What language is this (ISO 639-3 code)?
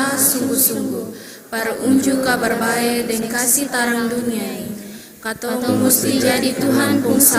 abs